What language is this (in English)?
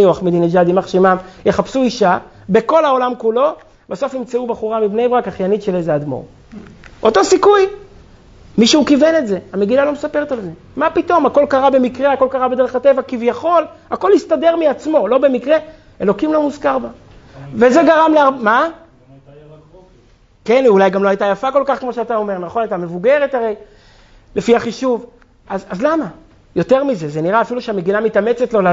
Hebrew